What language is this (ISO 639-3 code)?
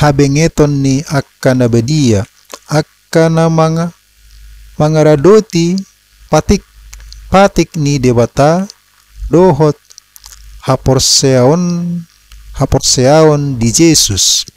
bbc